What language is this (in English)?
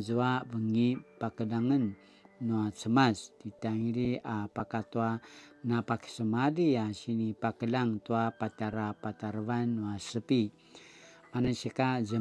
Paiwan